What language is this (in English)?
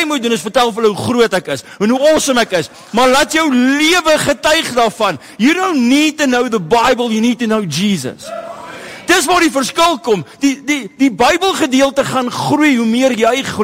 Afrikaans